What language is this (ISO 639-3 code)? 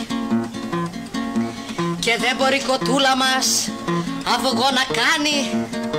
ell